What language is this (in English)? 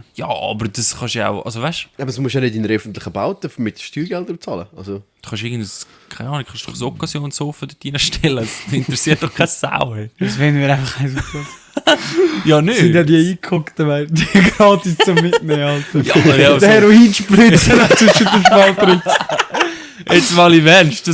Swiss German